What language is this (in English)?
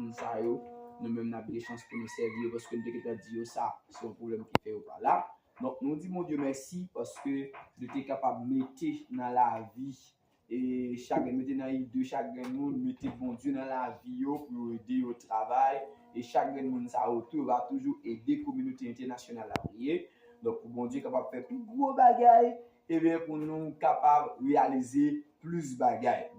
Haitian Creole